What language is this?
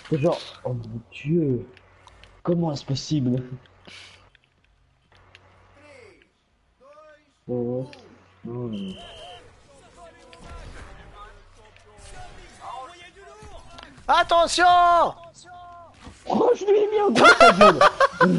French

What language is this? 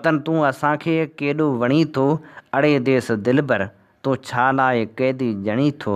Sindhi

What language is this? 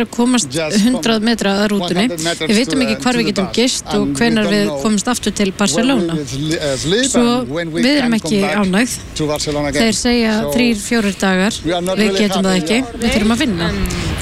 Icelandic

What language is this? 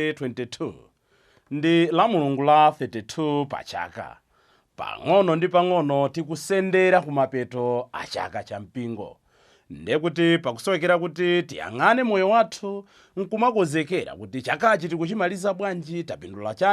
Nyanja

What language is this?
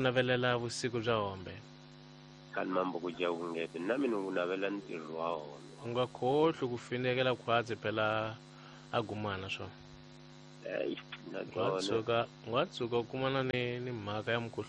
Tsonga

